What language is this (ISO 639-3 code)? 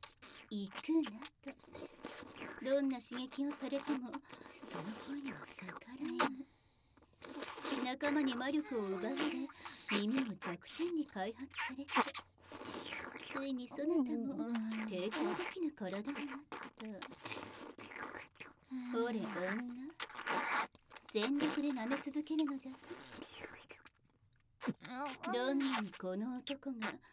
jpn